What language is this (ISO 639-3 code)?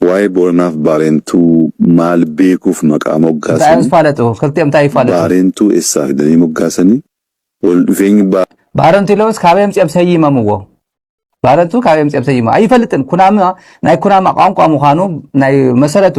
tir